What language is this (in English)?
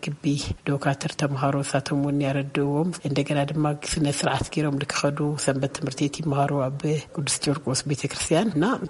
Tigrinya